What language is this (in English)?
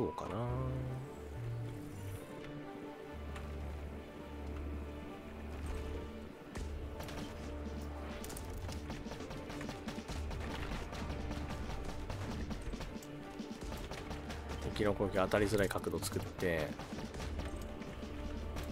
Japanese